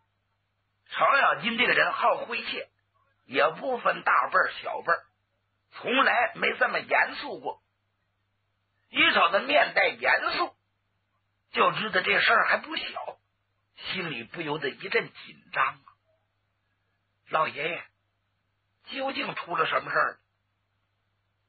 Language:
Chinese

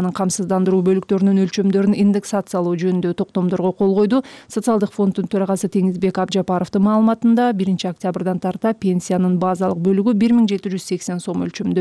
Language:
Kyrgyz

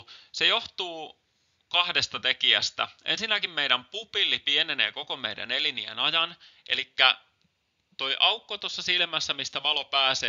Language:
Finnish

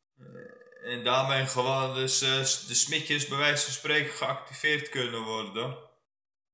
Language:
Dutch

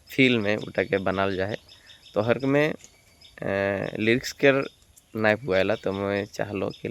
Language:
Sadri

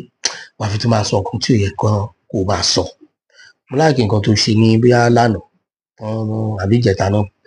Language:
Yoruba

